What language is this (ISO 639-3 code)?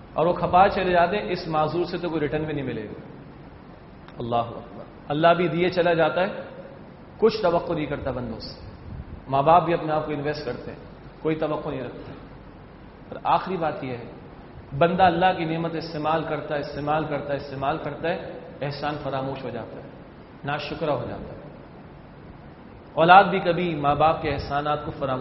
urd